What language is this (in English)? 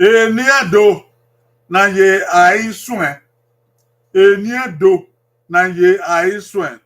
Bini